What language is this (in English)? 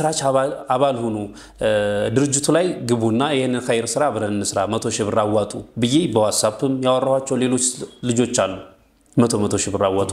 Amharic